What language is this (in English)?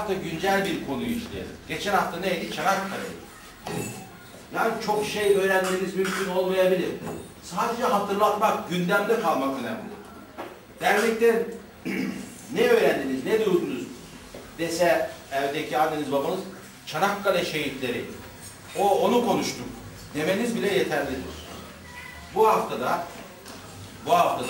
Turkish